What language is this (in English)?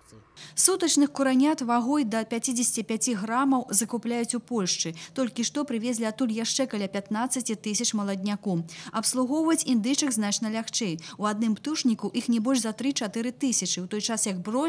Belarusian